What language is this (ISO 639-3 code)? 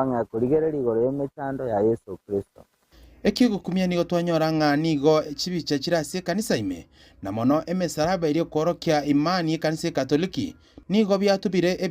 guz